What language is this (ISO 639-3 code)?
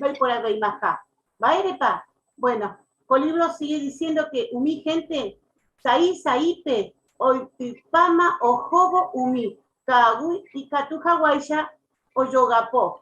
grn